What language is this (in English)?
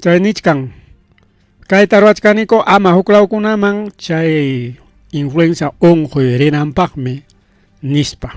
Ayacucho Quechua